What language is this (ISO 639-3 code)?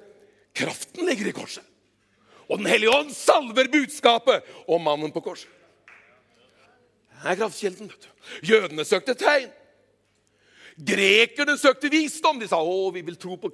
nor